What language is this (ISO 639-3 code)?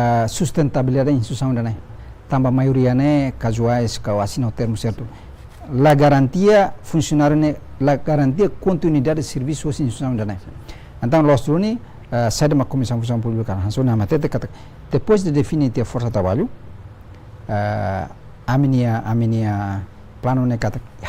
tet